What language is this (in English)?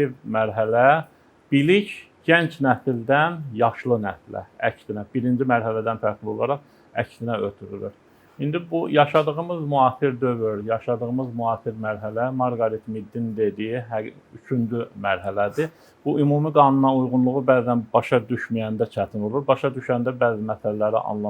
Azerbaijani